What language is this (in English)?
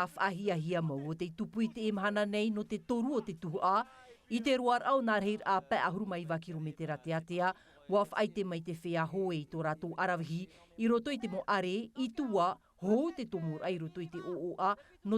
Tahitian